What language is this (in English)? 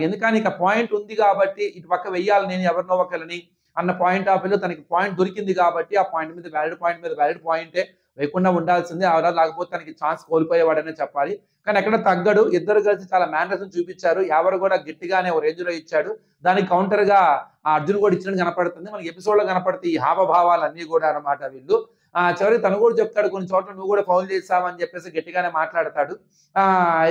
Telugu